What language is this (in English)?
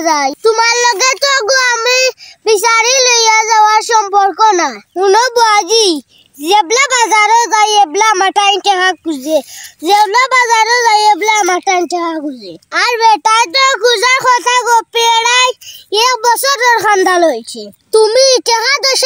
Sylheti